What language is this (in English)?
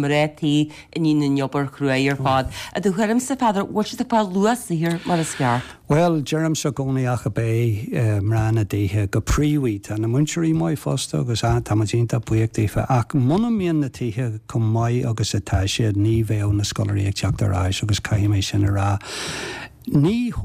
Irish